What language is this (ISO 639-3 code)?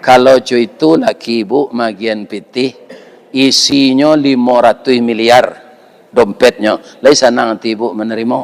min